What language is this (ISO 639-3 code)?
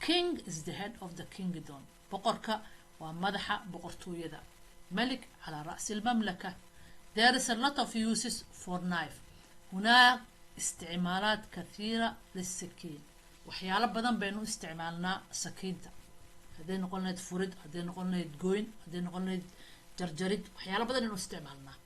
som